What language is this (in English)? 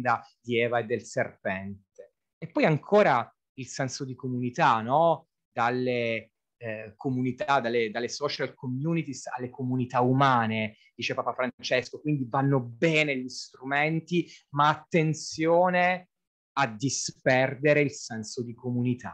Italian